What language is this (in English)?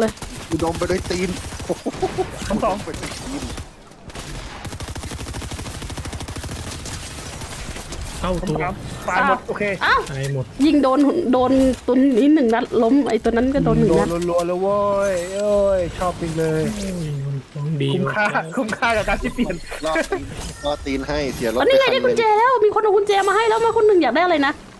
Thai